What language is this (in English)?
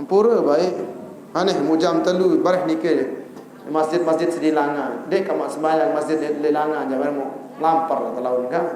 Sasak